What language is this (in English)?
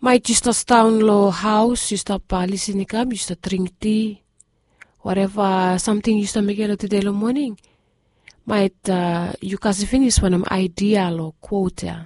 Bislama